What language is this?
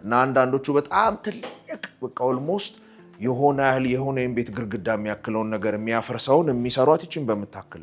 Amharic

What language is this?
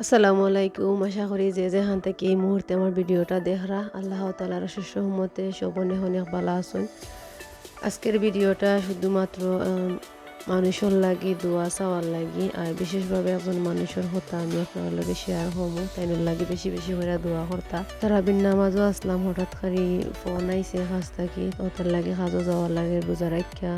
Sylheti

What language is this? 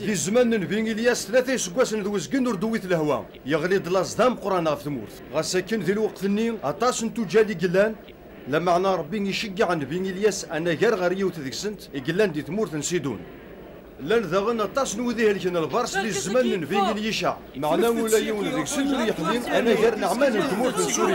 Kabyle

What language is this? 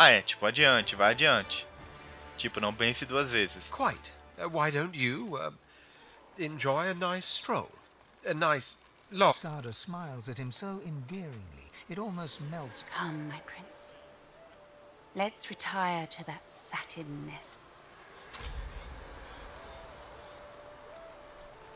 Portuguese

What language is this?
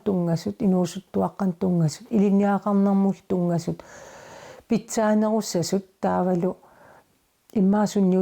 Kalaallisut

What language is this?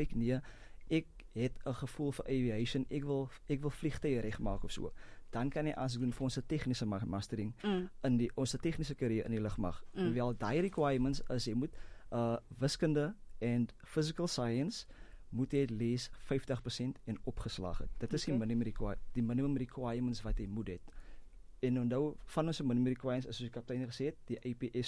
Afrikaans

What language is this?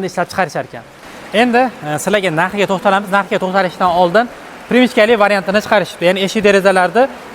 Uzbek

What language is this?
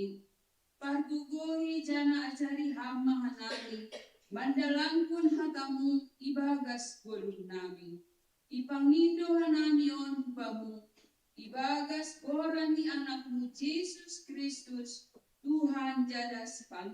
Batak Simalungun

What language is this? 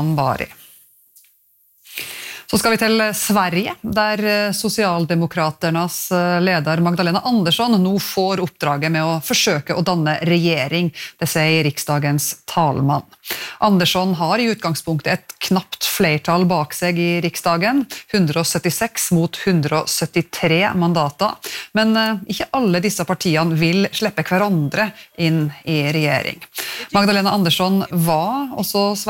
Norwegian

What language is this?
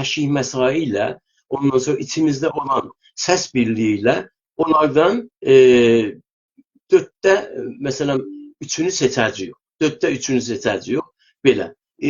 South Azerbaijani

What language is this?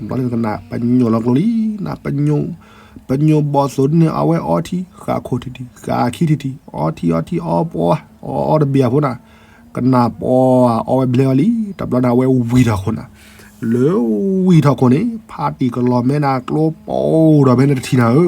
S'gaw Karen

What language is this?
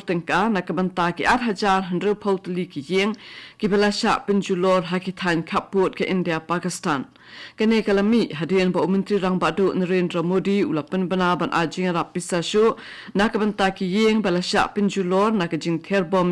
Khasi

